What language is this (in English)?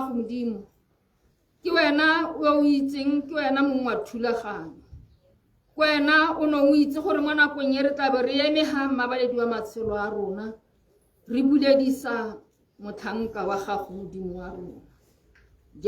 Tswana